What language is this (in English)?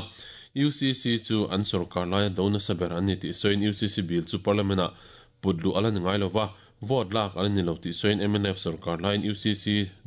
Mizo